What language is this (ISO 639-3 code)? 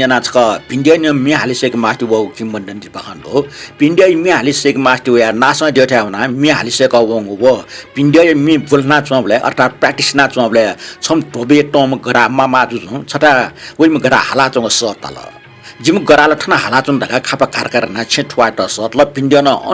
new